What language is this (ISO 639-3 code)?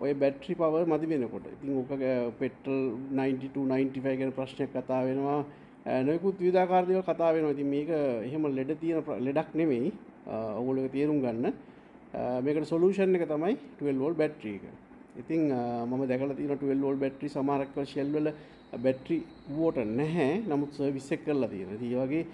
sin